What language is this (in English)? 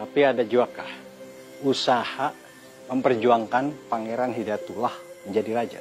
Banjar